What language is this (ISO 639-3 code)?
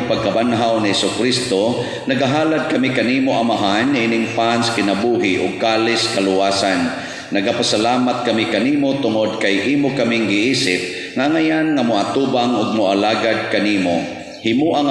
ceb